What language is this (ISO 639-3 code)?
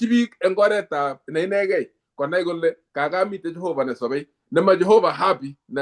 kln